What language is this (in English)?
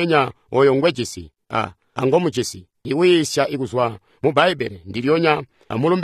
Tonga (Zambia)